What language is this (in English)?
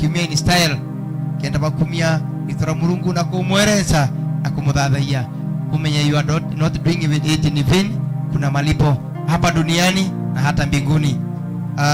Meru